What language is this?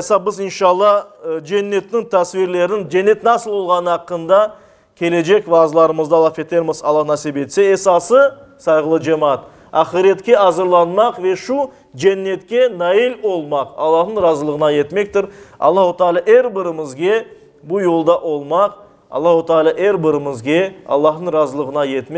Crimean Tatar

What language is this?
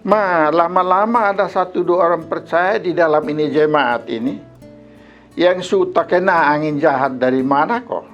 Kupang Malay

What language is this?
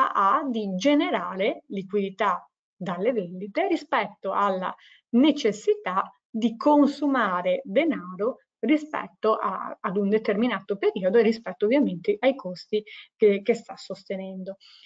Italian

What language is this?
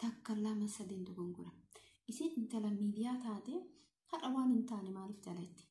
Oromo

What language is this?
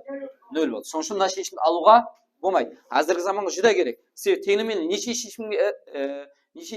Kara-Kalpak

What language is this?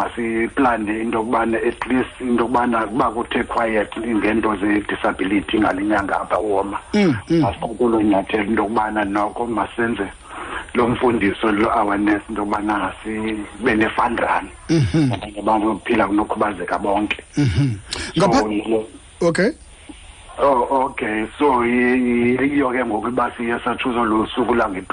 Xhosa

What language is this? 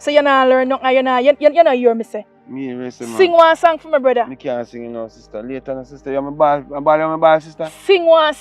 Jamaican Creole English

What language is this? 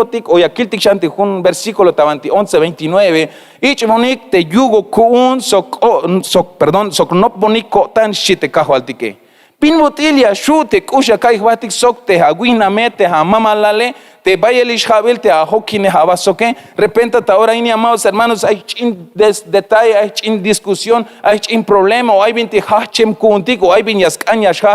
Tzeltal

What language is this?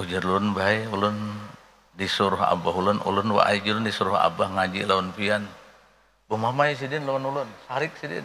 Banjar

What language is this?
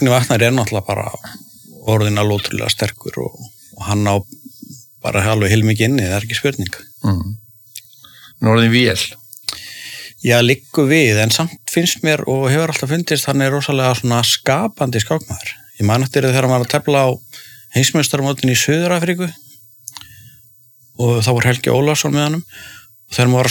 Icelandic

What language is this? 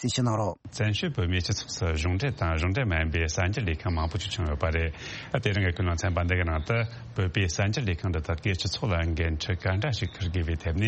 Tibetan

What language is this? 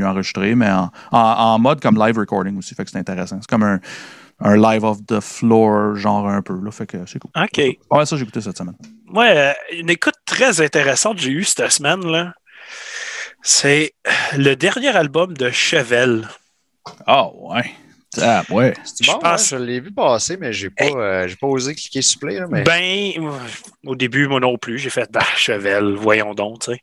French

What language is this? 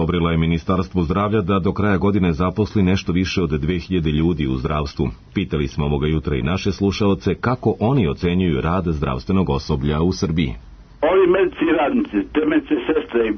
Serbian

